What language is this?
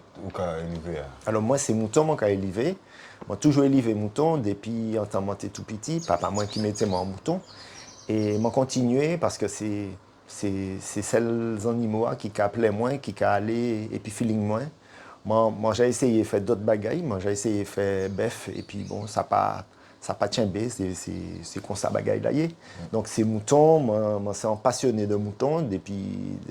Guadeloupean Creole French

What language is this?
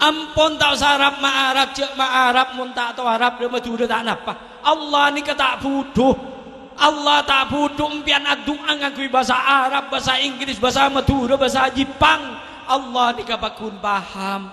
Madurese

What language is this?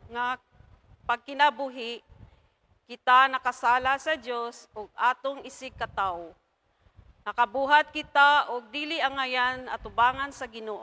Cebuano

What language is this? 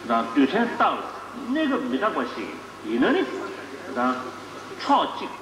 Tibetan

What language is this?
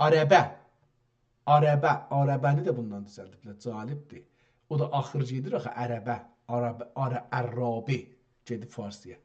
South Azerbaijani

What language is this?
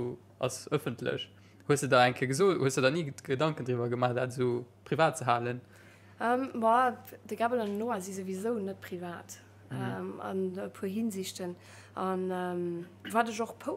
Luxembourgish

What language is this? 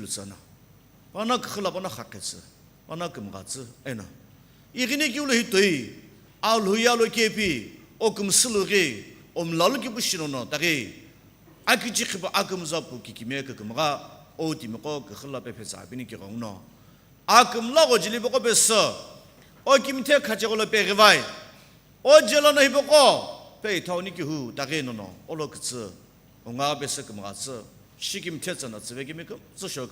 Sumi Naga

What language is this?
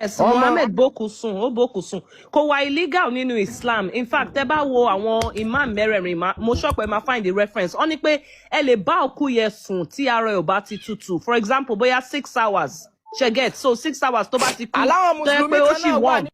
Yoruba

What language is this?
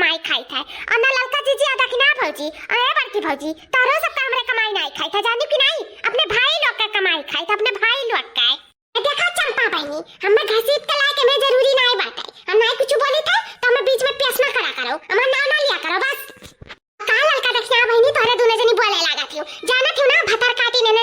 Awadhi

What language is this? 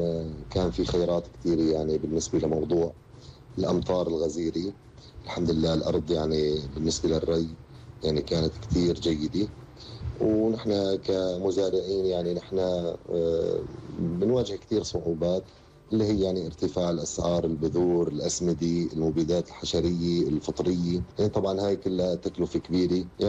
North Levantine Arabic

